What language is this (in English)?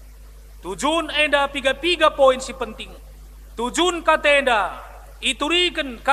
Batak Karo